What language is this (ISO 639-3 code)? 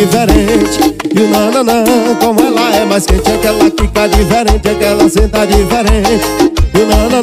por